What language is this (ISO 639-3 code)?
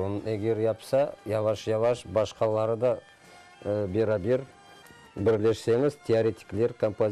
crh